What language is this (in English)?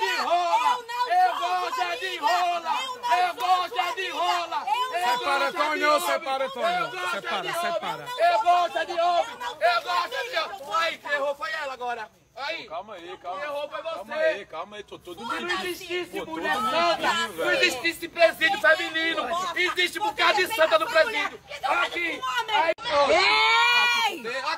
Portuguese